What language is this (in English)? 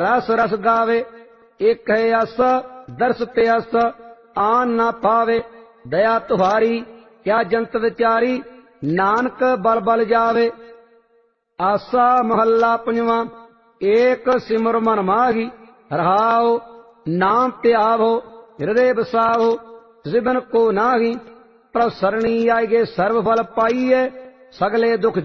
Punjabi